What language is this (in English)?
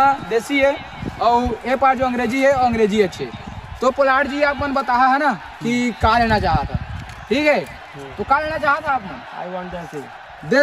Chhattisgarhi